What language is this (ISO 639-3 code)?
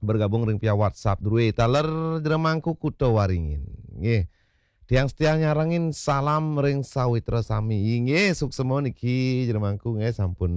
ban